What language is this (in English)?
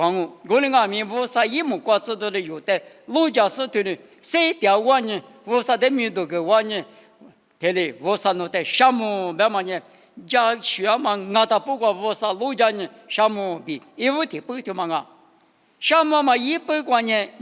Lisu